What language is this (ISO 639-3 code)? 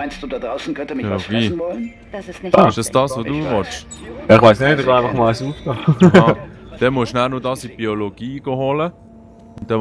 gsw